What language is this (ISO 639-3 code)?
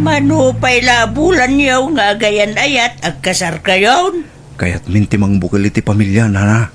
ilo